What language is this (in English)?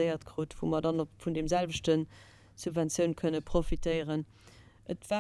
Luxembourgish